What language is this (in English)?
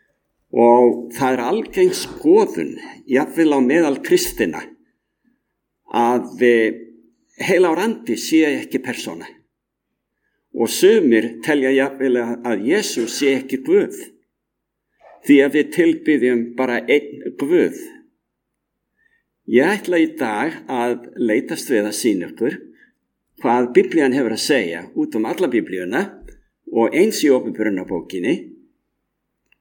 Icelandic